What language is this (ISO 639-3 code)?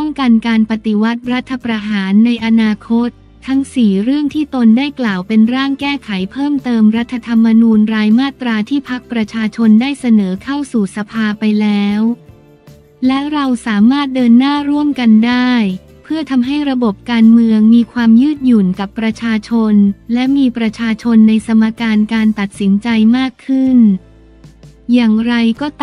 tha